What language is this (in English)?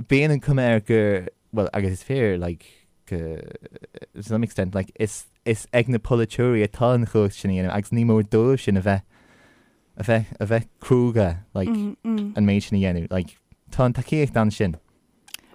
Irish